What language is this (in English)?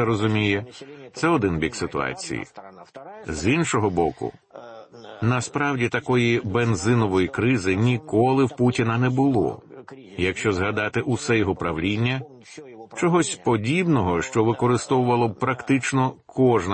Ukrainian